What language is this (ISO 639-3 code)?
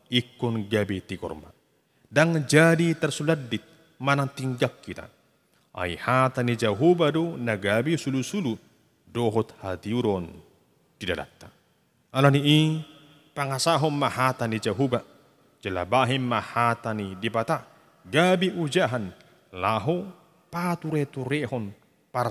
bbc